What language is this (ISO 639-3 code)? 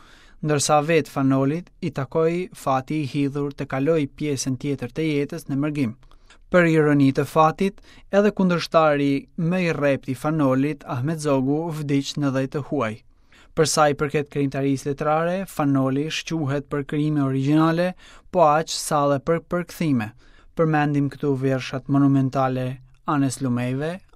sqi